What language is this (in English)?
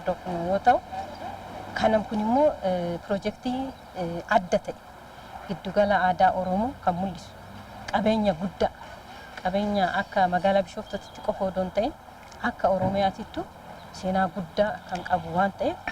Oromo